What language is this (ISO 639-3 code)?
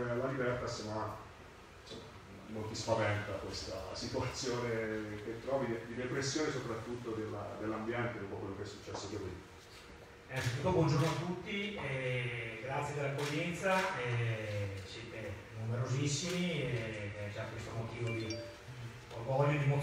ita